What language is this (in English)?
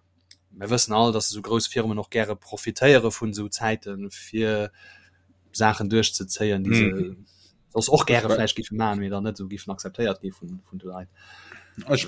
Luxembourgish